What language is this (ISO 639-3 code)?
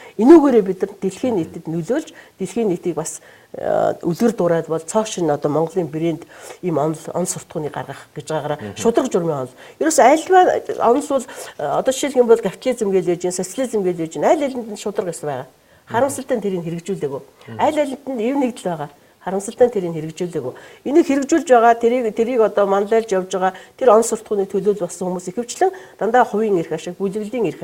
mon